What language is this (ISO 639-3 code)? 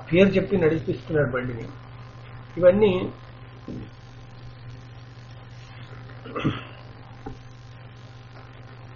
tel